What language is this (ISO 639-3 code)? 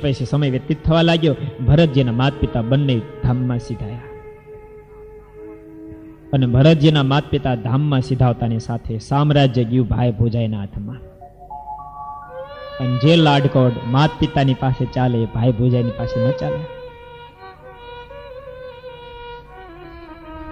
guj